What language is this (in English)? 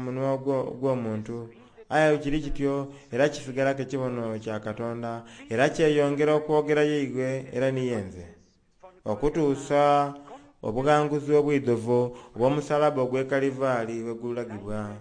Soga